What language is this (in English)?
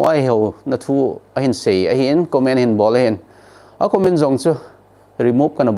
Thado Chin